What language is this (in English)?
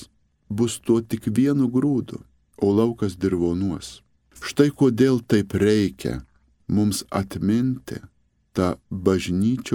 Lithuanian